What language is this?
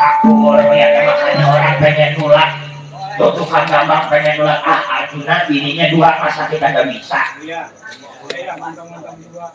Betawi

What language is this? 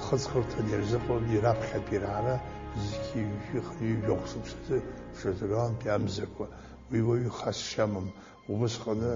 Abkhazian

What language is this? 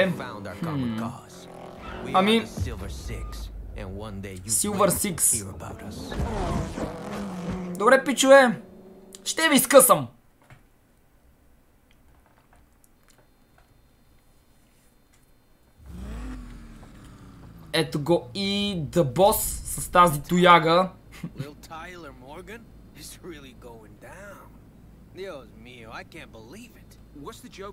Bulgarian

